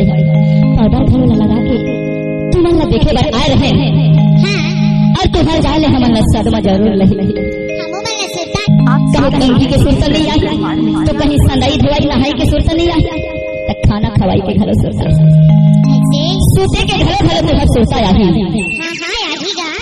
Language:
Chhattisgarhi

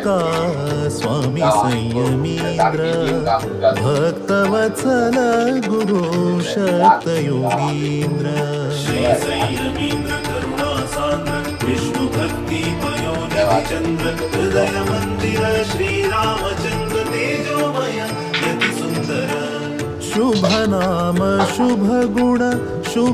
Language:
Konkani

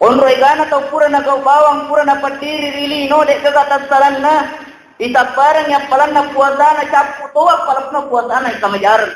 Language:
Buginese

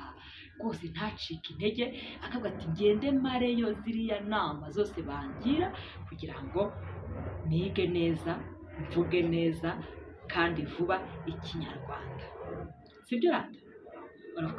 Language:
Kinyarwanda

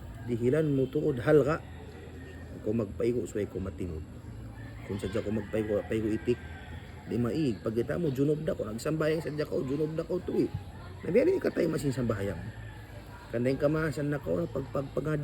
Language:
Tausug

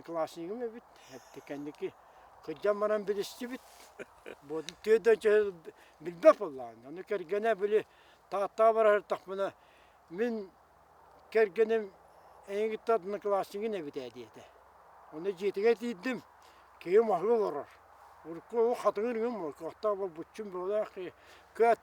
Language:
Yakut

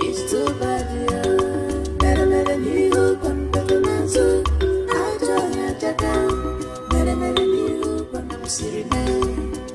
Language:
Ewe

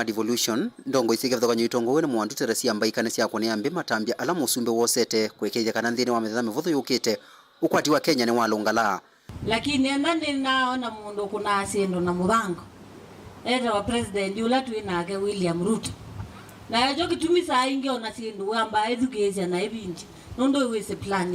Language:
Kamba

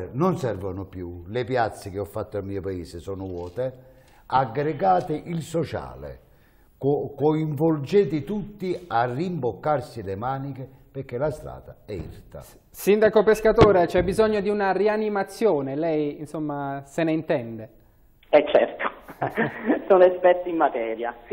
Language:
Italian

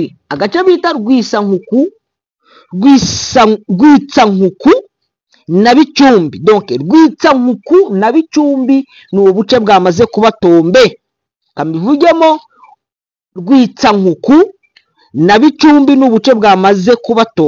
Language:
Kinyarwanda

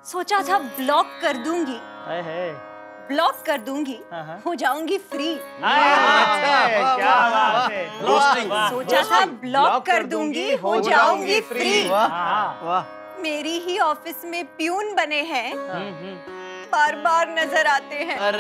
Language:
Hindi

